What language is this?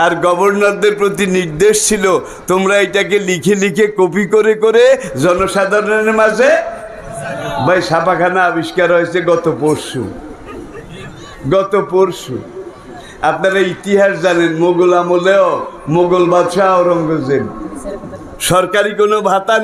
Bangla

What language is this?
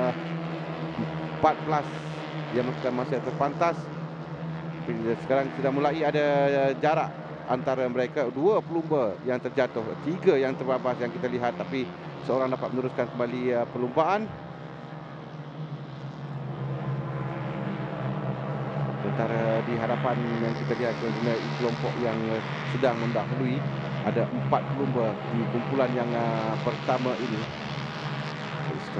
Malay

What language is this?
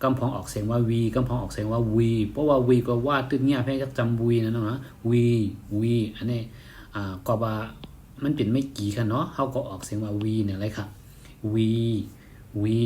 Shan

